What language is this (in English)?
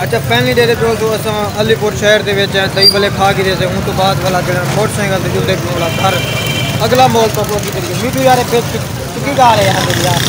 Saraiki